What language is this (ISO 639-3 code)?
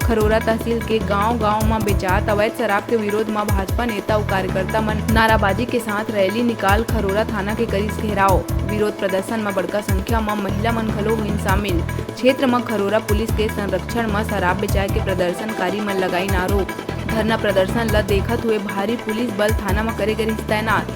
hne